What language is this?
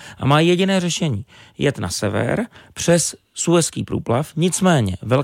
Czech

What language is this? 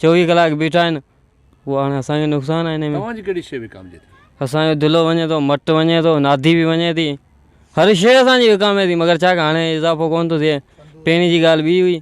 Sindhi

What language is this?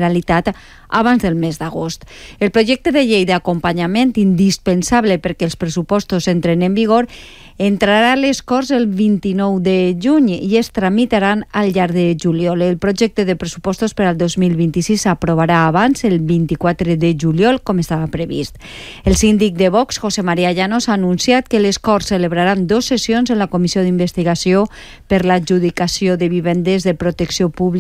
Catalan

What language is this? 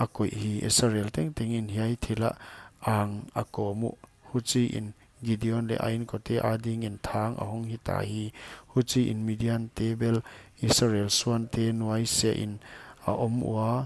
Paite Chin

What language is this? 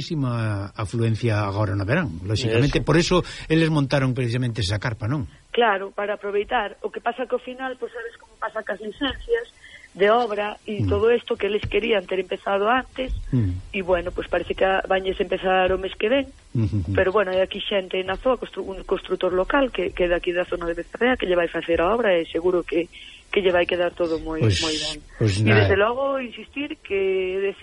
Galician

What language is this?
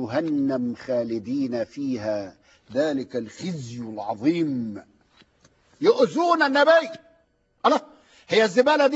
Egyptian Arabic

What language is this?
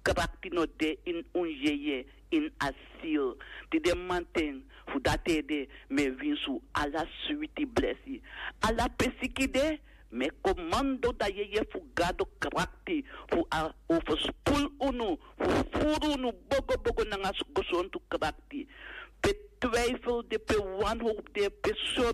Sranan Tongo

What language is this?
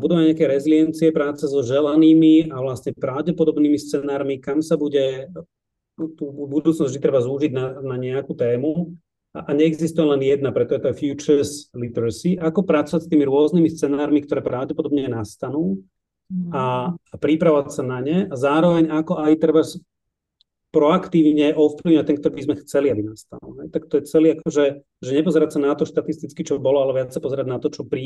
Slovak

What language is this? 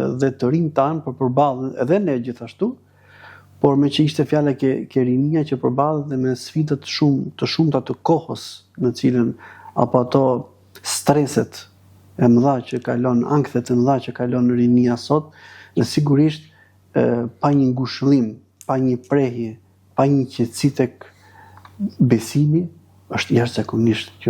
Albanian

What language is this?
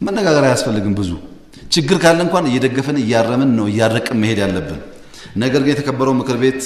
Amharic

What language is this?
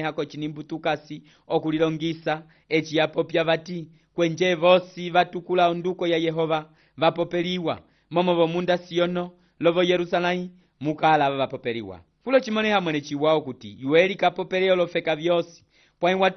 Umbundu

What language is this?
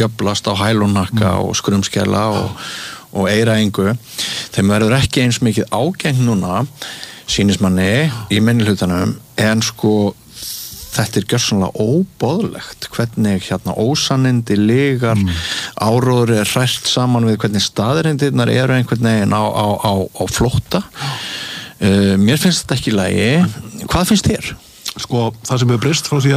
Icelandic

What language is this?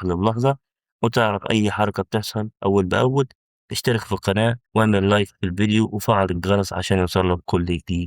Egyptian Arabic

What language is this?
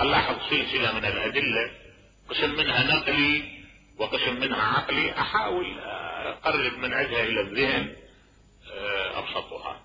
Mesopotamian Arabic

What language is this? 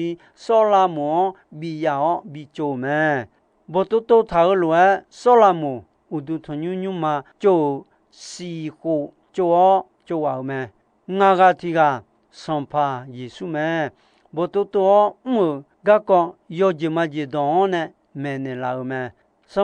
Akha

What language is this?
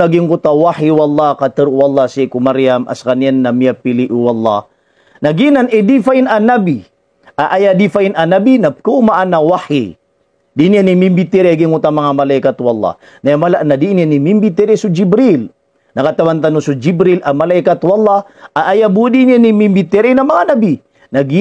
Maranao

